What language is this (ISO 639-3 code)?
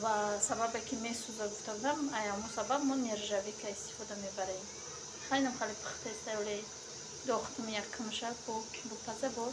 tgk